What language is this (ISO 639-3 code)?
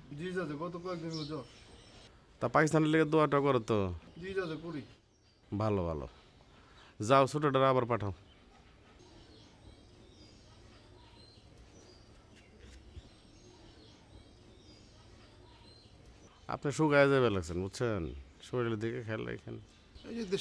ben